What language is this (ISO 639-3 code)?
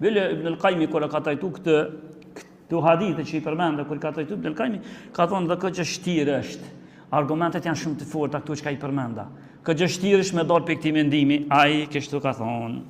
sqi